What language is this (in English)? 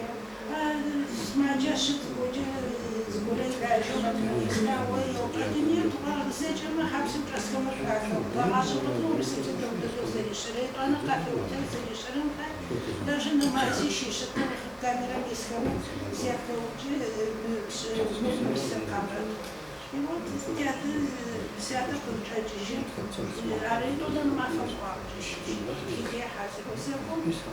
Adyghe